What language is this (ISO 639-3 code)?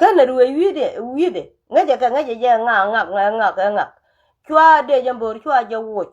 nus